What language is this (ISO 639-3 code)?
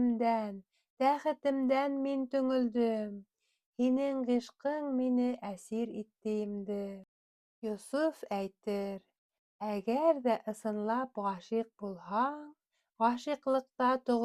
bak